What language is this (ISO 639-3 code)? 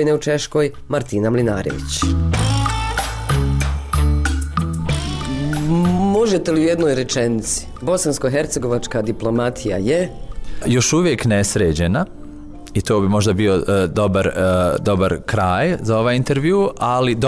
bos